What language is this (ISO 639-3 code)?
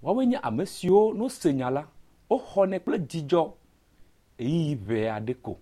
ewe